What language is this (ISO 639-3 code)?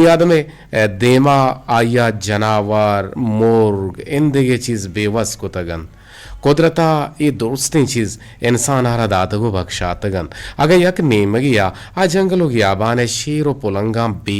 bgp